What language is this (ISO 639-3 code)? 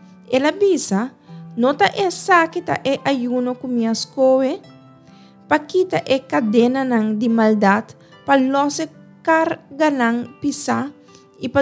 pap